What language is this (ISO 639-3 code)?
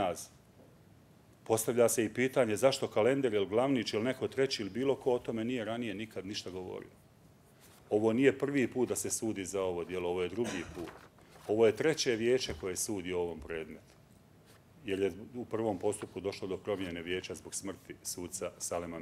bos